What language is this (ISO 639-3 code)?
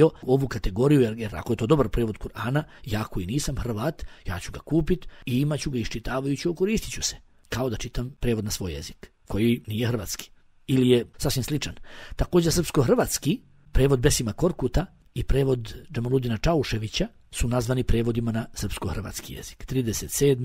bos